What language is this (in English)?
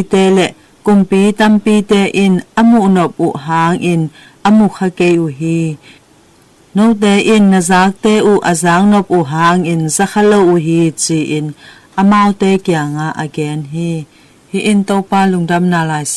Tedim Chin